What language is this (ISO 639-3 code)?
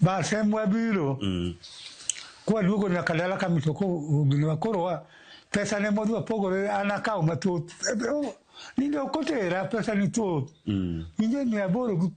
luo